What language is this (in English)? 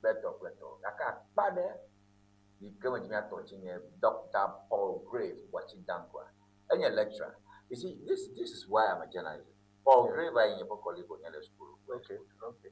Ewe